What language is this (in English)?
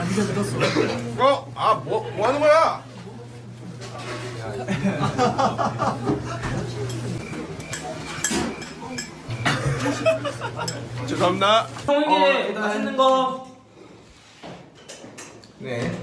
Korean